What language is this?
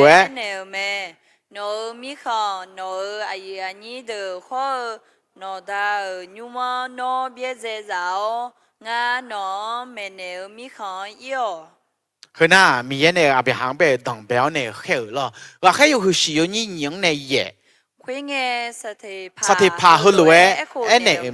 Akha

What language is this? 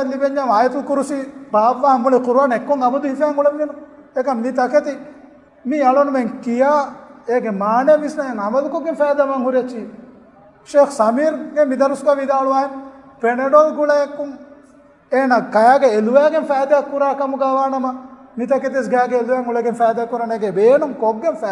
Divehi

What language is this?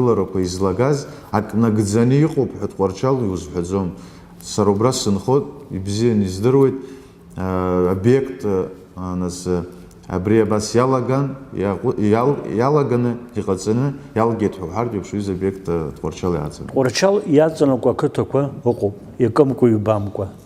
Abkhazian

